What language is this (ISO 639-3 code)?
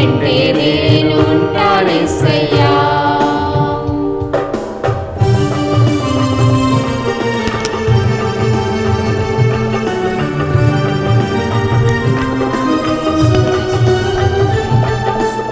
tel